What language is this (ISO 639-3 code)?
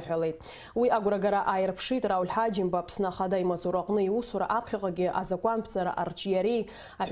abk